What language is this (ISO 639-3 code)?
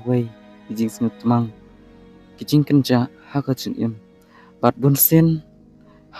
kha